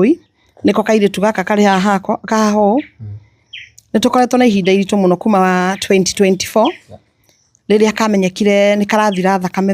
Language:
Kikuyu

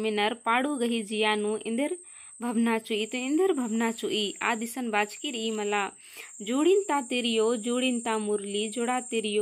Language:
Kurukh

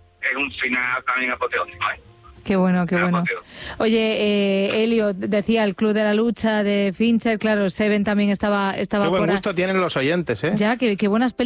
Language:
Spanish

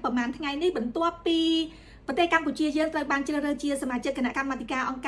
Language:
Khmer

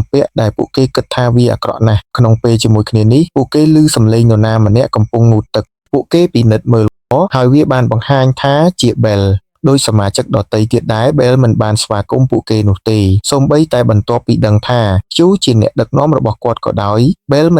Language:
Khmer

